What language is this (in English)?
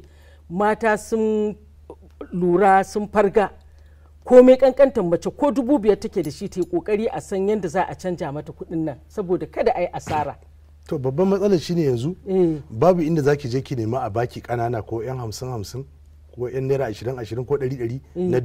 Hausa